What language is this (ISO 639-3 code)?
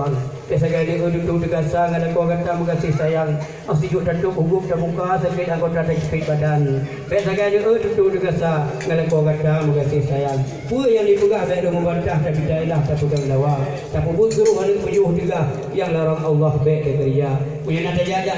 ace